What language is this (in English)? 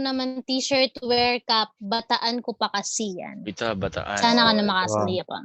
Pampanga